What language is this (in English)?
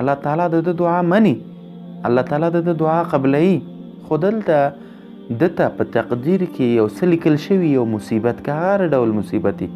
Pashto